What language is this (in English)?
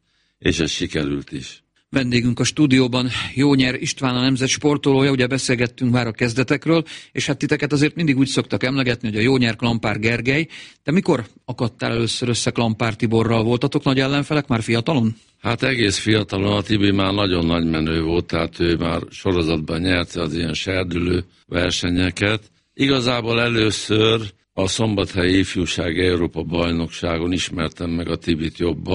Hungarian